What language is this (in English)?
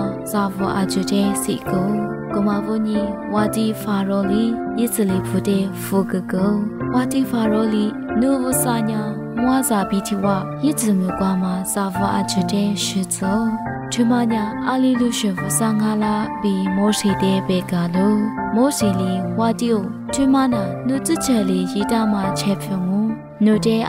Lisu